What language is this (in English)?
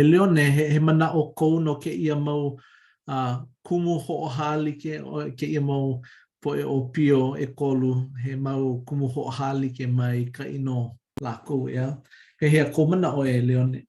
Hawaiian